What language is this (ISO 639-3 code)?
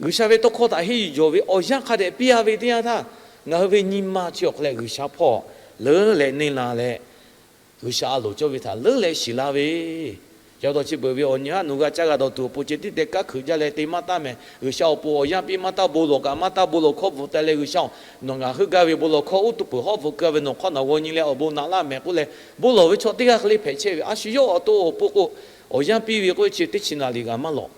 lhu